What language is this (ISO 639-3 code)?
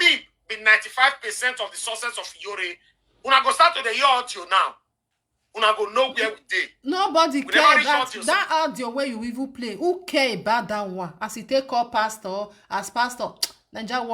pcm